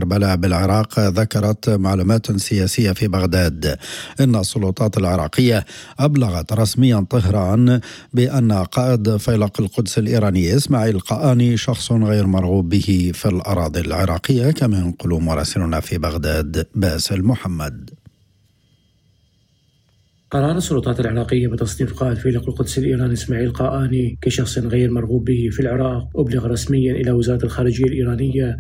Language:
Arabic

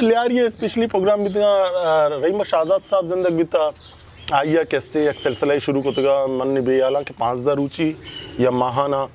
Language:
Eastern Balochi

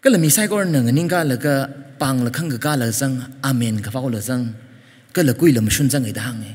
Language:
Tangkhul Naga (India)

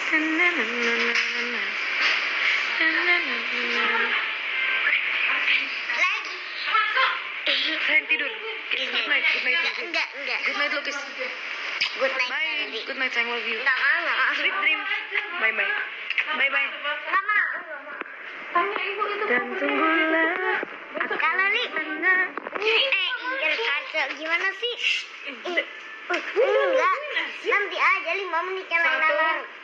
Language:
Indonesian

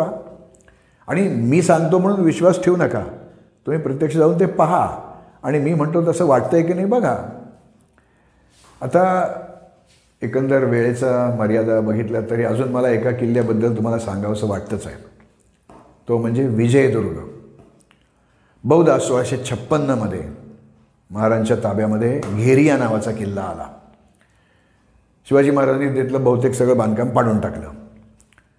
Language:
Marathi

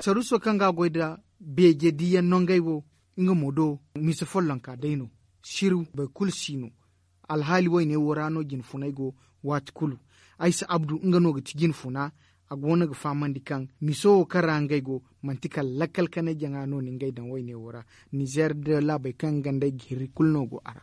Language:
Zarma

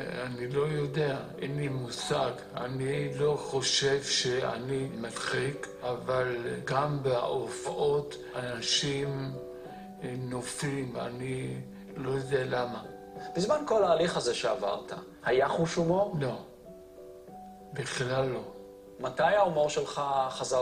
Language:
Hebrew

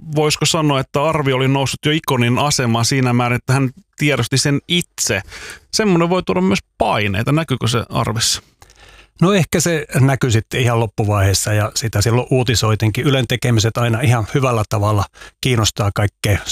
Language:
Finnish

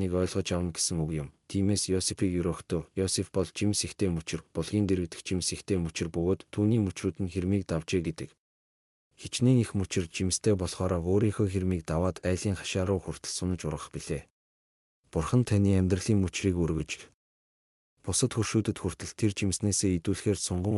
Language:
Mongolian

